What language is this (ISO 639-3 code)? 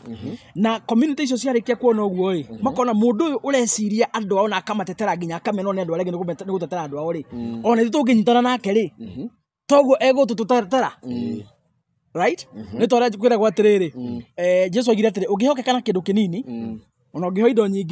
kik